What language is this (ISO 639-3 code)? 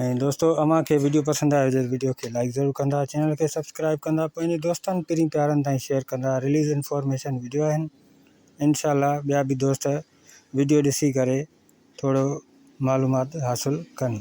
snd